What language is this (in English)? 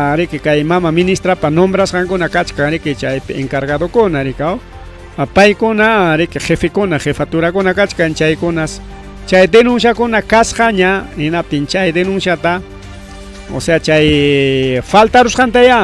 Ayacucho Quechua